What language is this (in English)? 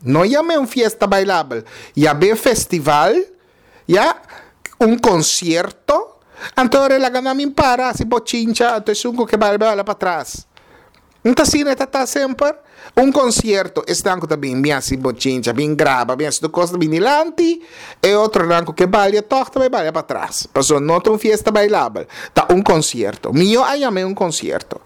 Papiamento